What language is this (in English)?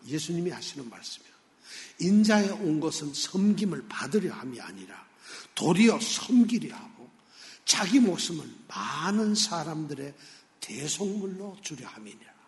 Korean